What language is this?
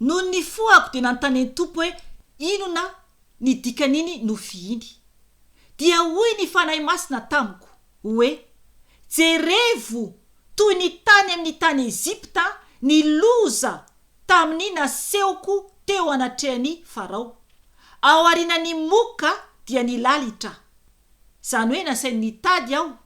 Malagasy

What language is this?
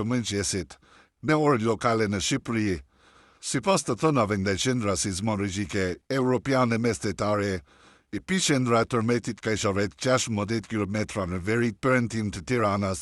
Albanian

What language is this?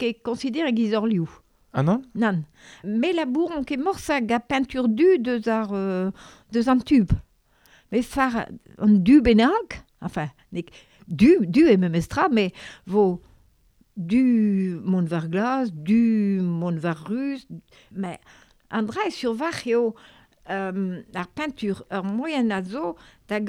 Breton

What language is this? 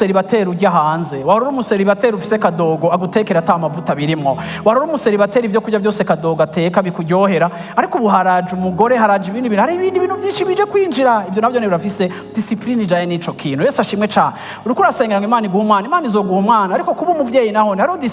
Rundi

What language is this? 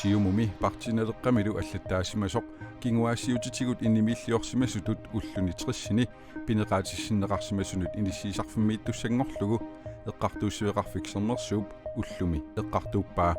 Kalaallisut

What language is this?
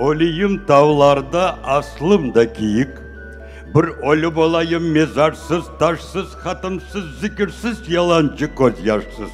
Crimean Tatar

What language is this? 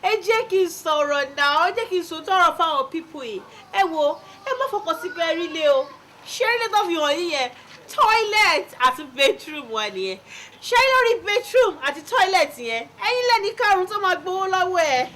Yoruba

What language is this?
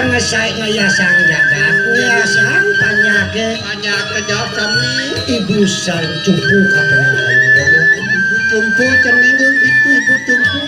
Balinese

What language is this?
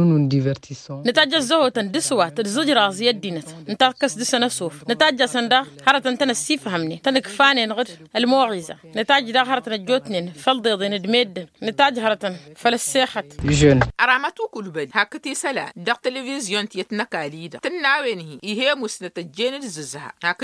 Tamasheq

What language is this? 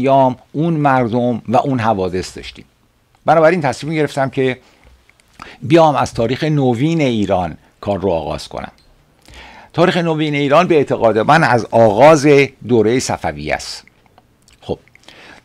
Persian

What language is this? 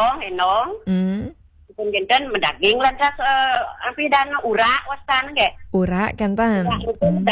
Balinese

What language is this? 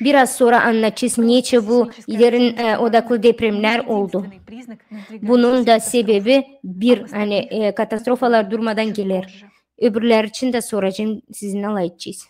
Gagauz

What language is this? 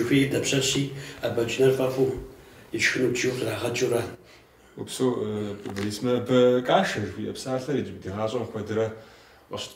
Kabardian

